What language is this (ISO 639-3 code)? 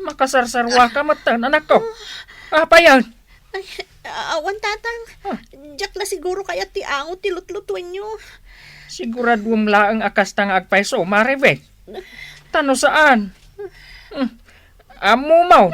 ilo